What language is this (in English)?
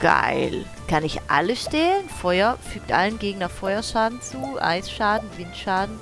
Swiss German